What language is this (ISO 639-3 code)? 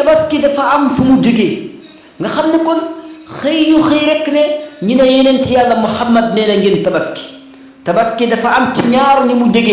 wol